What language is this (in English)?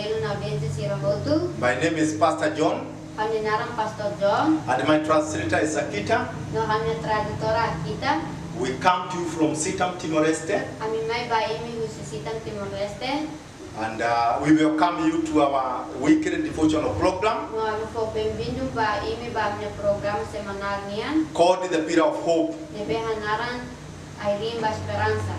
Tetum